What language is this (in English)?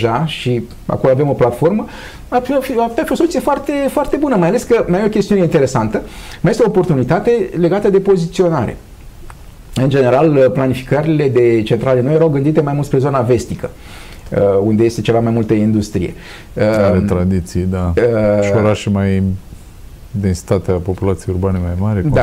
Romanian